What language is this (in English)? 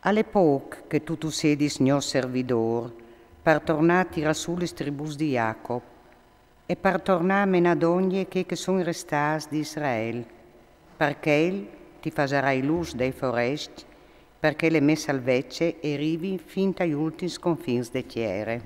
Friulian